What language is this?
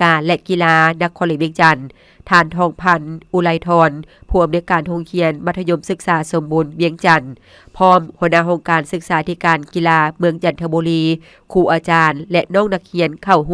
Lao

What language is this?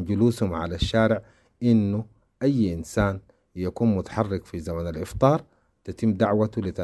Sudanese Arabic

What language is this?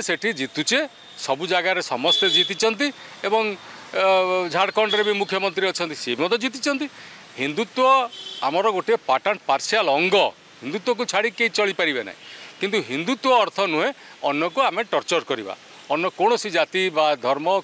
Odia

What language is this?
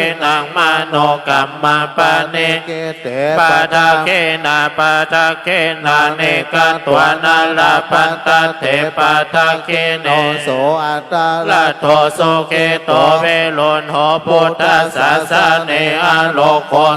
Pali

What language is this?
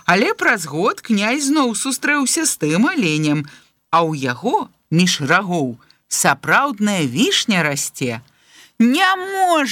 Belarusian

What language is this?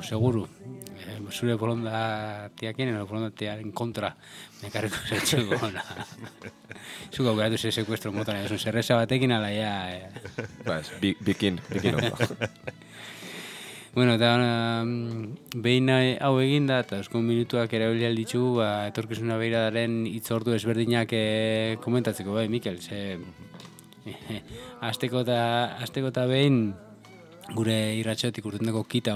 Basque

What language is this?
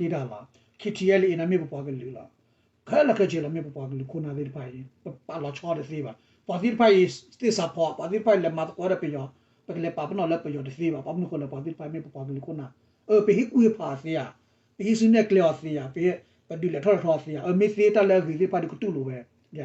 S'gaw Karen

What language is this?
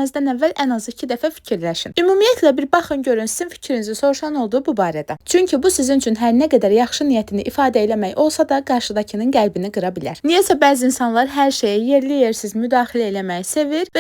Azerbaijani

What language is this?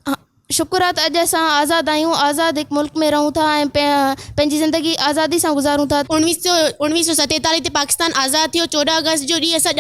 Sindhi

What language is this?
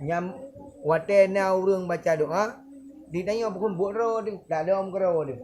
Achinese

